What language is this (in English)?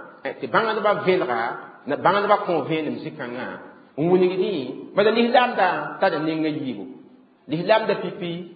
Mossi